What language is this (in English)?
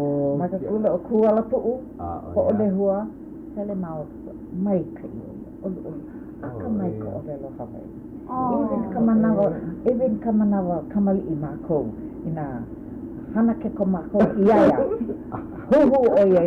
Hawaiian